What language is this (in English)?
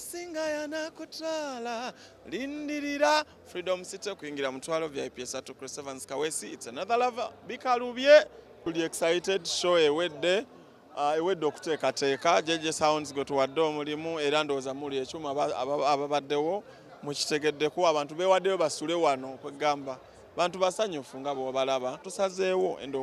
Ganda